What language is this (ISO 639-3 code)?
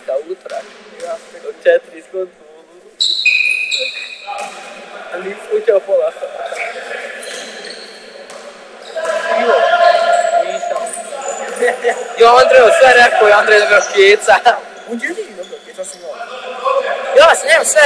hrv